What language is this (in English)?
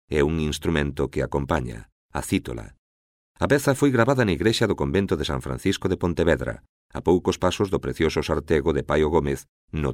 Galician